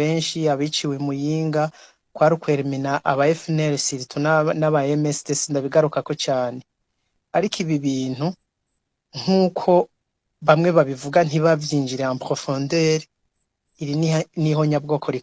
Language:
Rundi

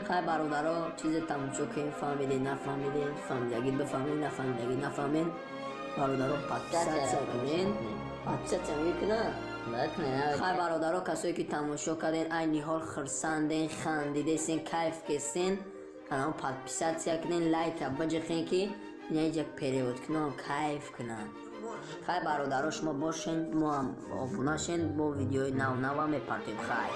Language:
Tajik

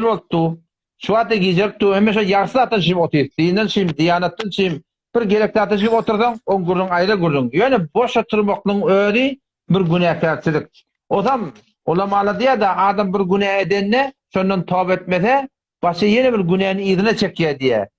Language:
Turkmen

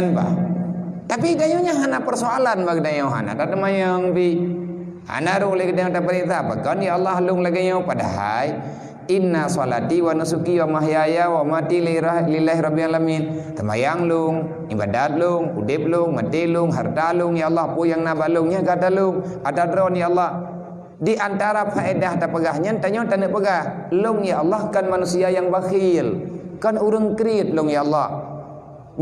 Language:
Achinese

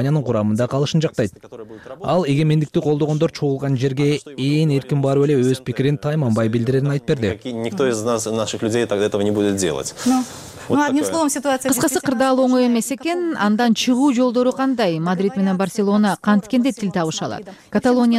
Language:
Kyrgyz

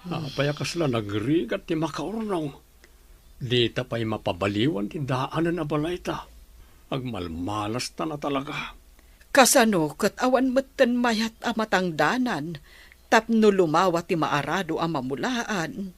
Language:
Iloko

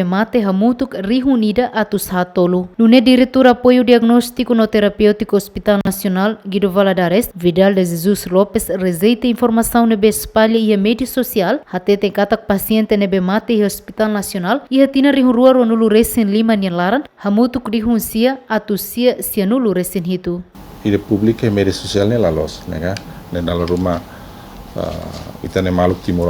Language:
Tetum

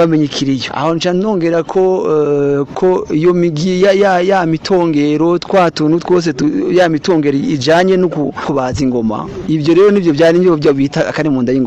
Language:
Rundi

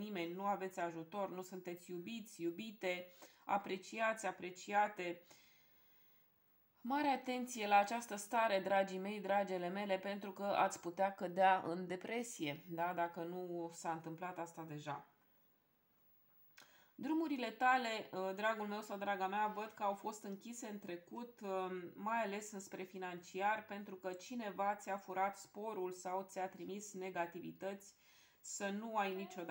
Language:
Romanian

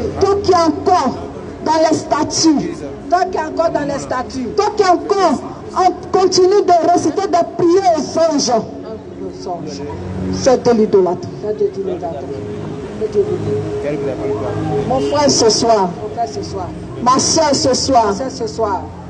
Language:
French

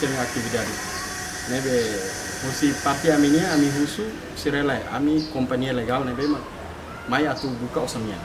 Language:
Tetum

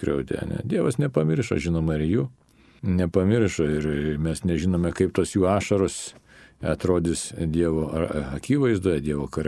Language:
Lithuanian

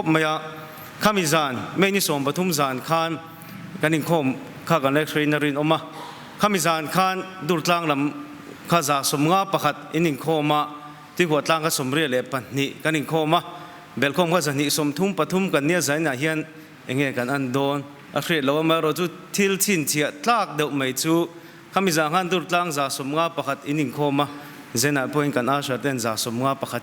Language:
Mizo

